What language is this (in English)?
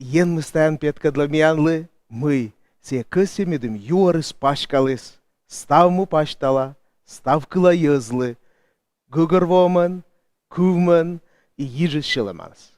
Komi